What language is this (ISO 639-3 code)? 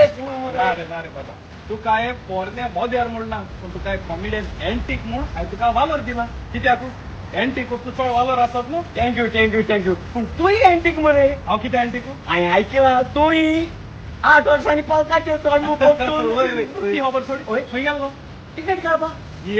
kok